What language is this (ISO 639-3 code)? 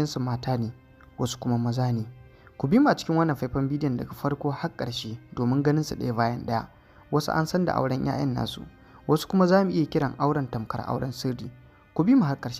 hau